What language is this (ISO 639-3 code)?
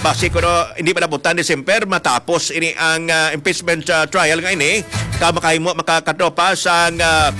hil